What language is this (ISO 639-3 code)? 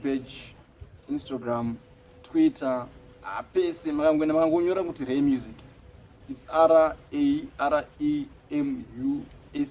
sna